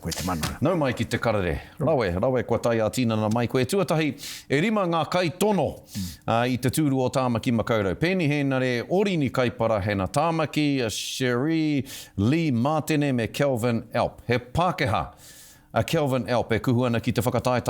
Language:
Māori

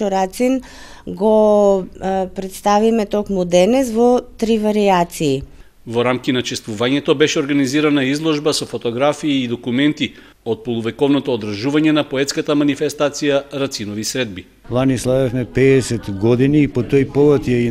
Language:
Macedonian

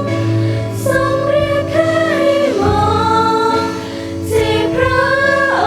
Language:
Lahu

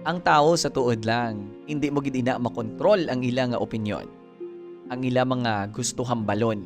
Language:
Hiligaynon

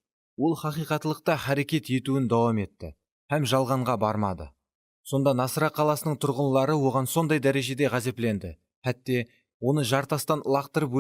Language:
Kara-Kalpak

